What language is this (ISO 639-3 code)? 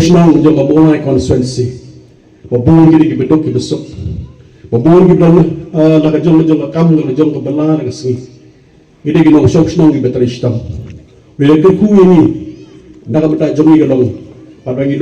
kha